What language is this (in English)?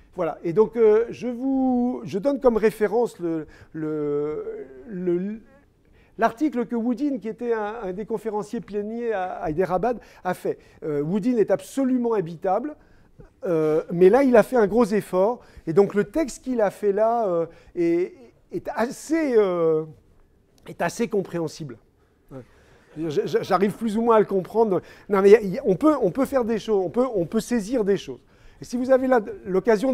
French